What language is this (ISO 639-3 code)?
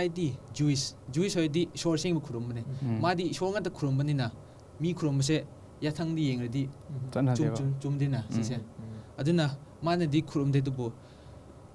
mni